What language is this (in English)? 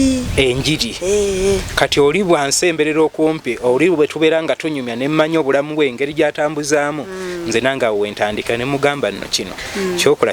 Ganda